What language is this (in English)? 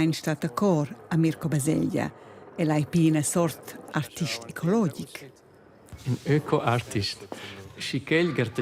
Romansh